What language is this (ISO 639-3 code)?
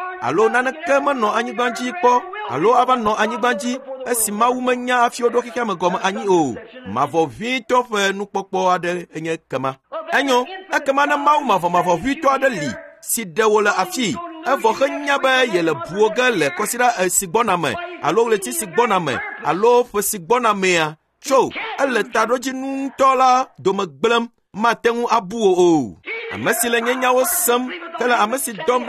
ewe